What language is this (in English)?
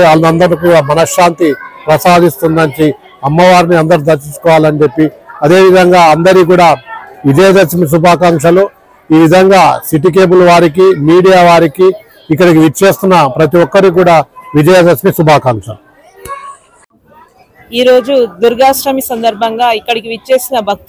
Telugu